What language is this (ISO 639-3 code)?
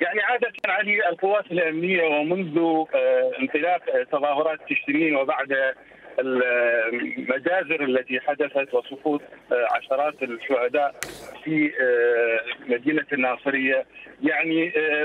acm